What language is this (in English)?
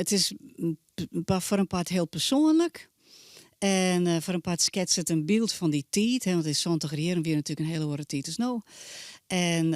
Western Frisian